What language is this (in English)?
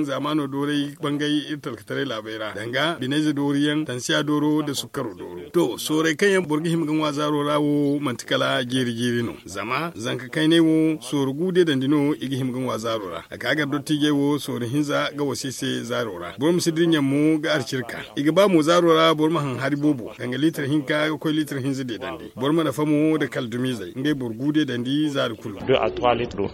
Zarma